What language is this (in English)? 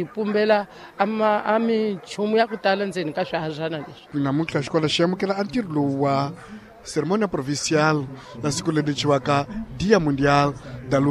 Tsonga